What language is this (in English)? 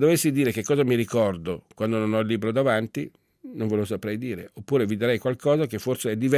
Italian